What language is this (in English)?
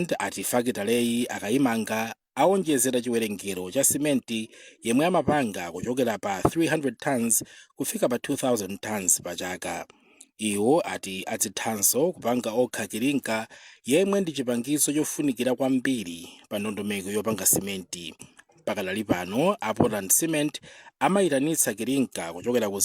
Nyanja